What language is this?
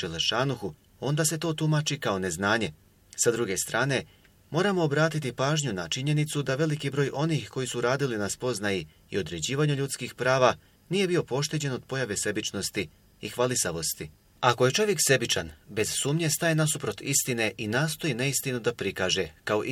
Bosnian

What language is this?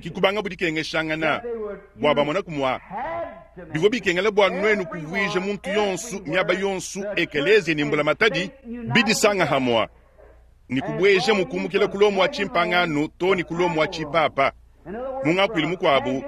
Luba-Lulua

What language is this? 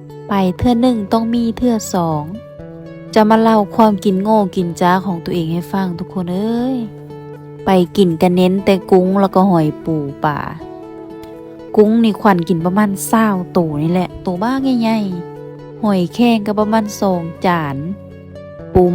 Lao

